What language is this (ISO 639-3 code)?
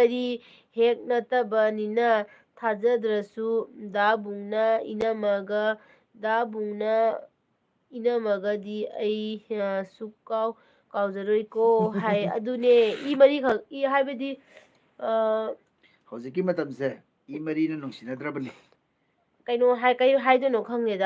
mni